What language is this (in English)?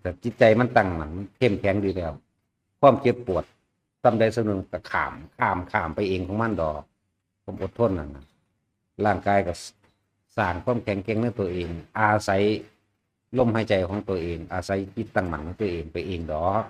Northeastern Thai